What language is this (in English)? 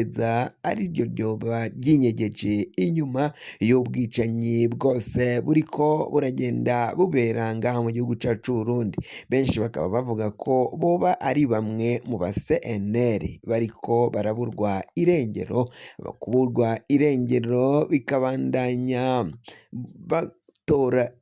Rundi